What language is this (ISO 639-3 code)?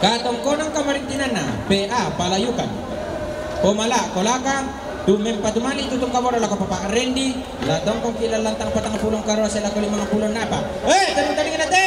sda